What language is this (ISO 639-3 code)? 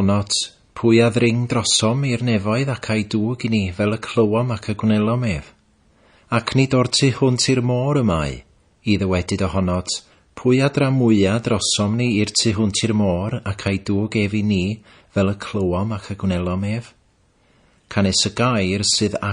cym